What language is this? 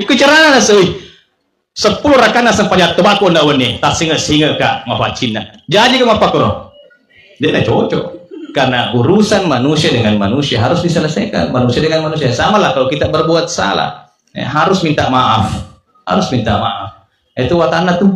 Buginese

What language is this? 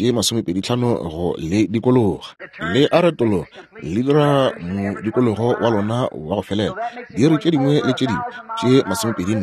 Northern Sotho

